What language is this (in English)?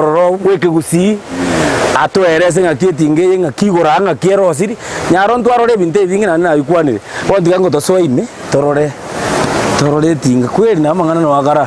Gusii